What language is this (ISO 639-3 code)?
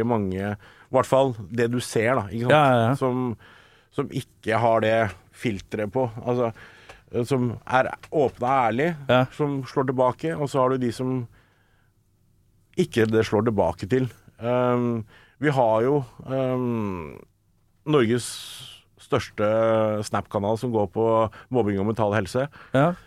nor